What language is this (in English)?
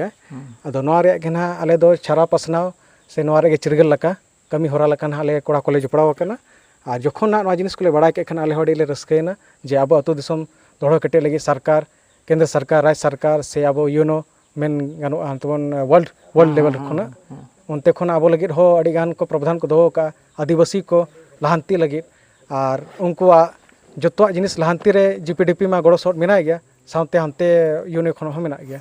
Santali